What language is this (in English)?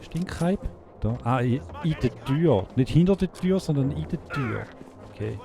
Swiss German